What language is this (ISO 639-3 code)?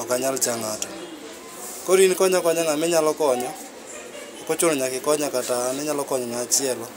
luo